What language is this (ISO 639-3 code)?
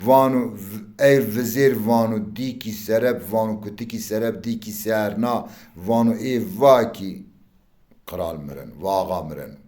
zza